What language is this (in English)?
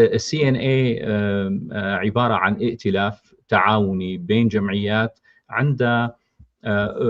North Levantine Arabic